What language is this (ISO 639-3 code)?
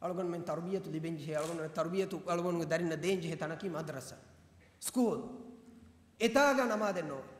div